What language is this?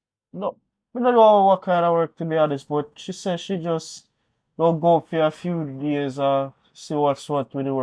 Jamaican Creole English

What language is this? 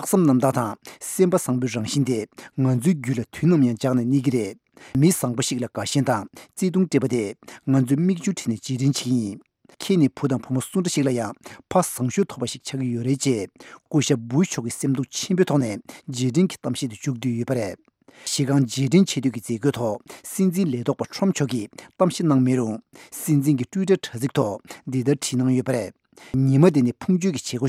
Tibetan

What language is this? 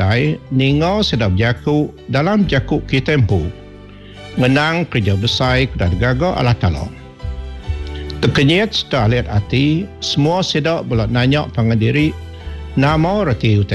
Iban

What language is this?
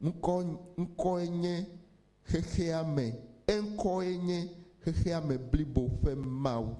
Ewe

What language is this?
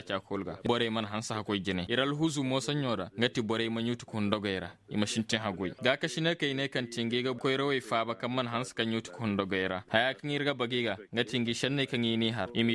Koyraboro Senni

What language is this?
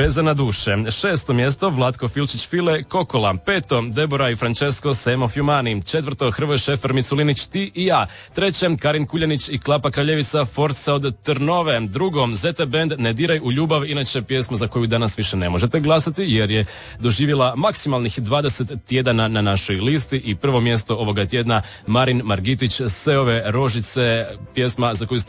Croatian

